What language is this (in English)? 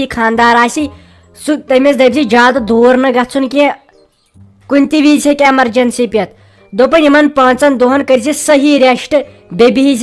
Kashmiri